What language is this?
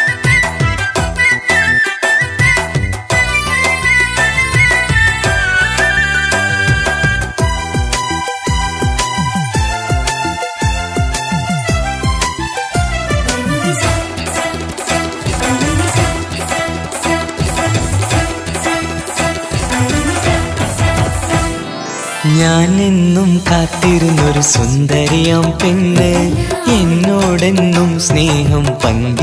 Malayalam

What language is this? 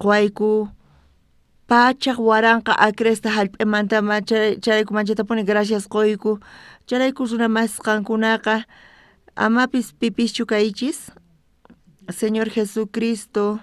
South Bolivian Quechua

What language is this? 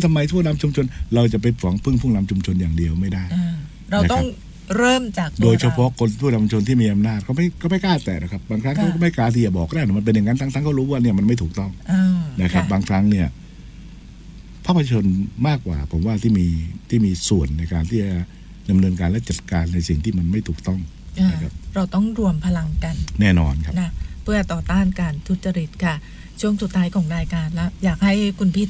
Thai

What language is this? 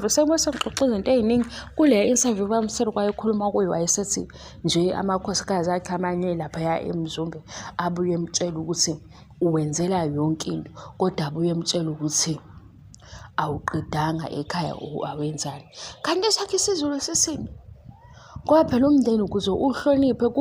Zulu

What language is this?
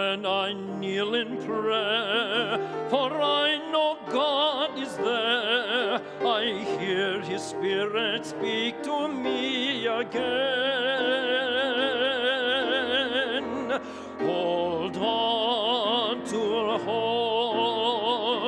English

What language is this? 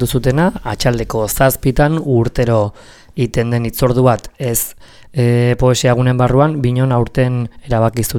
Basque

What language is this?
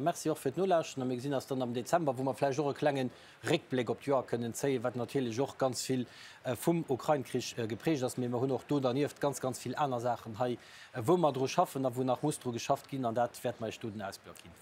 Luxembourgish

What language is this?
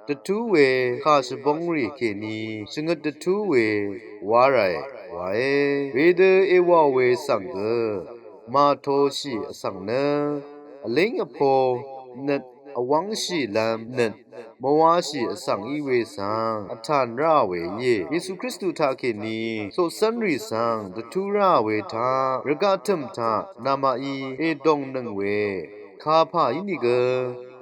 Rawang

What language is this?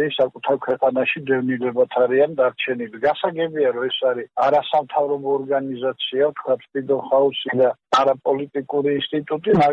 Georgian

